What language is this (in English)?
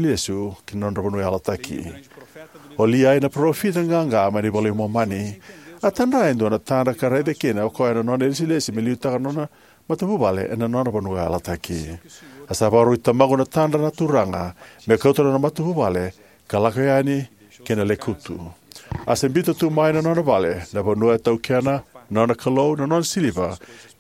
Fijian